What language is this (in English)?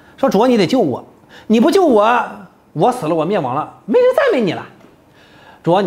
Chinese